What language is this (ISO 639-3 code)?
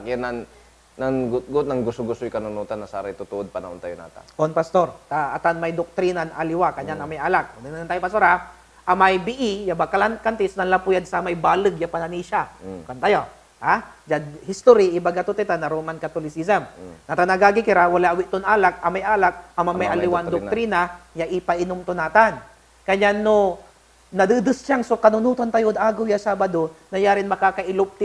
pag